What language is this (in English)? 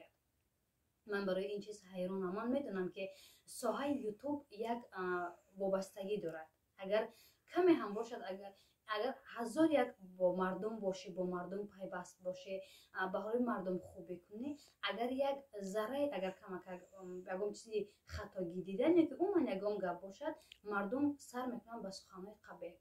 Tajik